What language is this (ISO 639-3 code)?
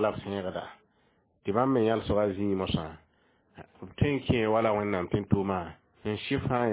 mos